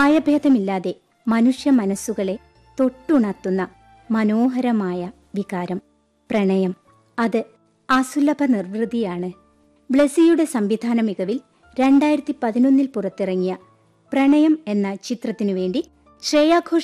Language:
Malayalam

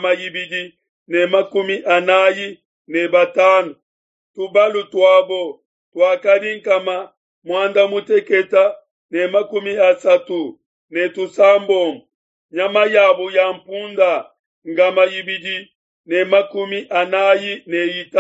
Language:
Luba-Lulua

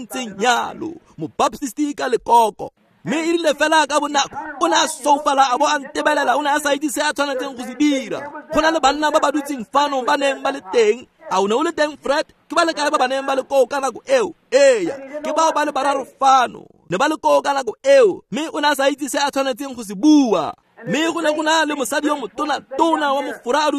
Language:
Tswana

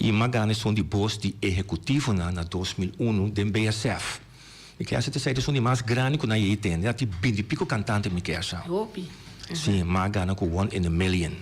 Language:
Papiamento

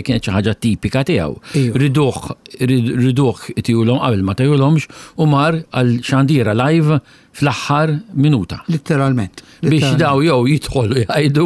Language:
Maltese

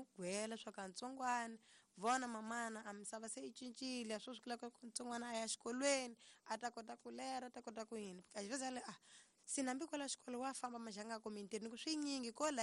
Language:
Tsonga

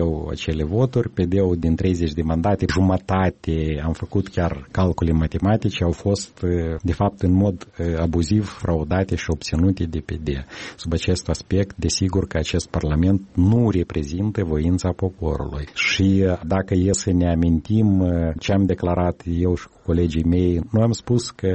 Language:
Romanian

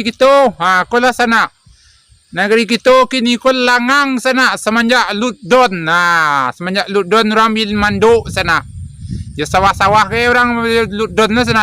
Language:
Minangkabau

